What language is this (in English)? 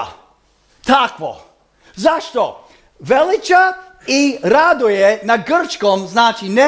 Croatian